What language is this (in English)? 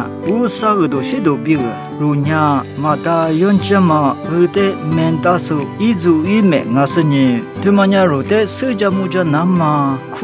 Lisu